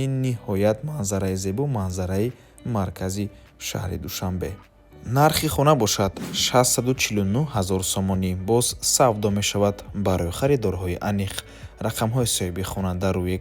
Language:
Tajik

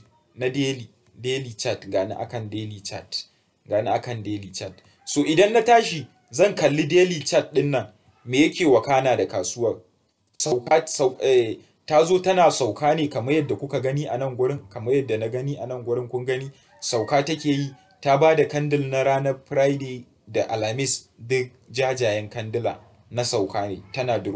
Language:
Hausa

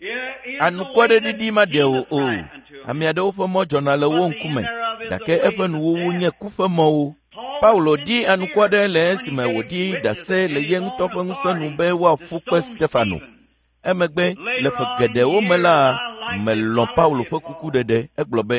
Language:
Ewe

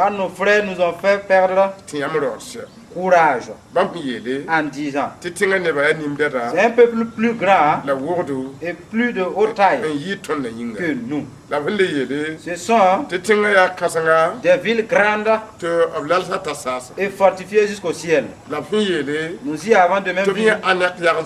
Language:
Mossi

